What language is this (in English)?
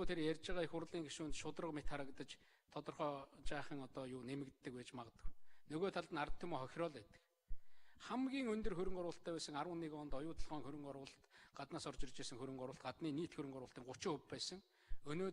Mongolian